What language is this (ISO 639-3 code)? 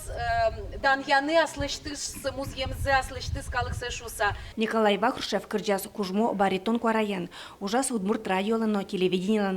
udm